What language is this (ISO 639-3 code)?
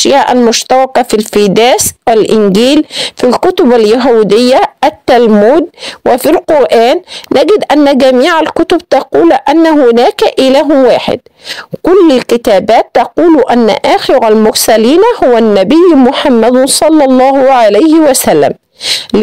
ara